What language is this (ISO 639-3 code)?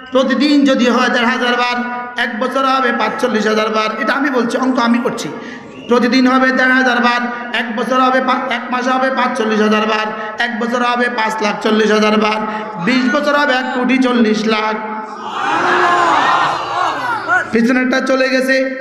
ben